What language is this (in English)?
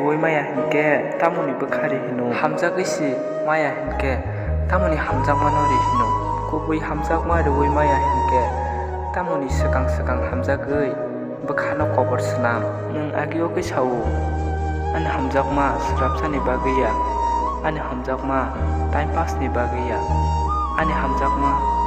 Kok Borok